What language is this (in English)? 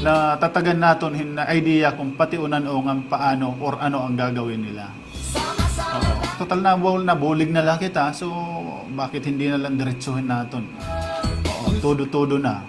Waray